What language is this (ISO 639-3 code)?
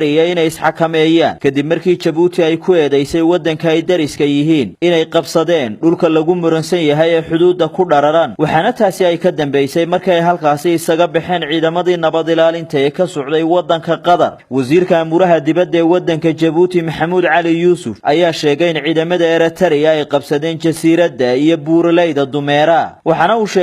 som